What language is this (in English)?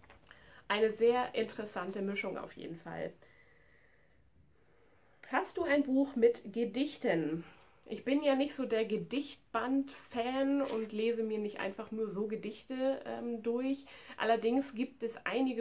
German